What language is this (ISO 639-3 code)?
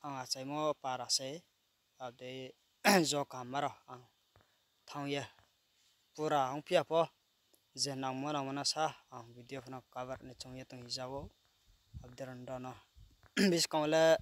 ria